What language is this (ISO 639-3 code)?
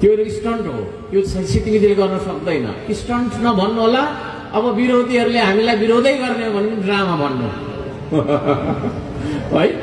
nep